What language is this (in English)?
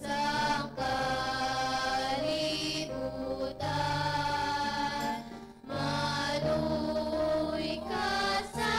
Hiligaynon